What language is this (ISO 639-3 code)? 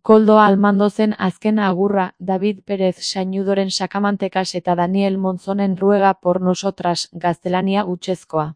eus